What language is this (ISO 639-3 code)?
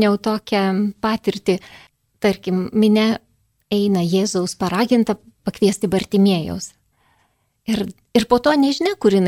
lit